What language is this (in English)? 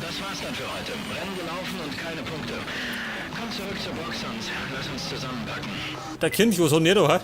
Bavarian